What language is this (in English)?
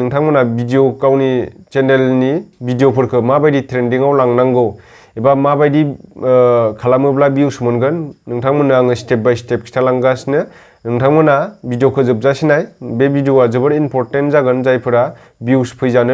Bodo